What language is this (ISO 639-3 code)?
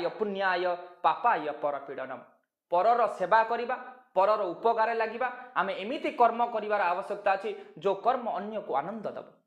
ori